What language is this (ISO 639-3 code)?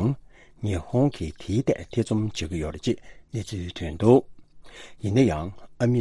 bod